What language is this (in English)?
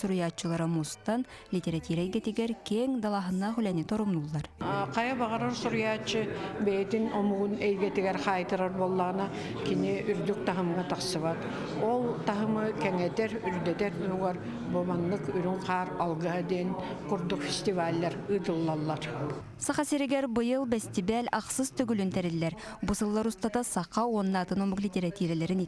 Yakut